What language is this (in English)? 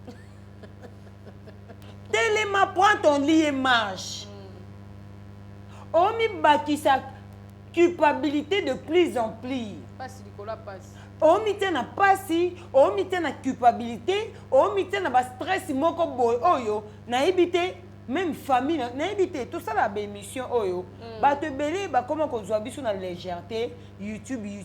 Lingala